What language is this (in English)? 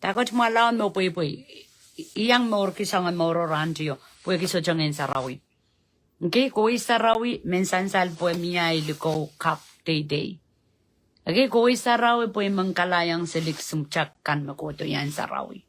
Pohnpeian